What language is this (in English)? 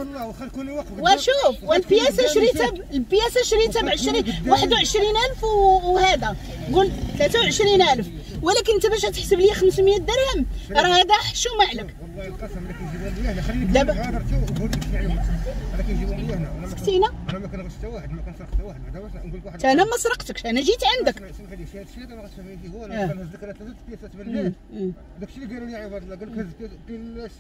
Moroccan Arabic